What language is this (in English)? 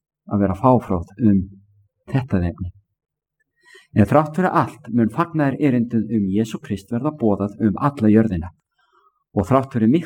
Icelandic